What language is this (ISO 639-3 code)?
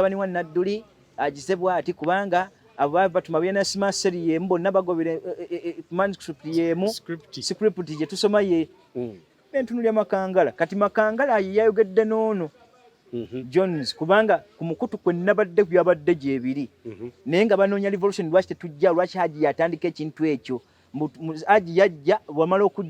lug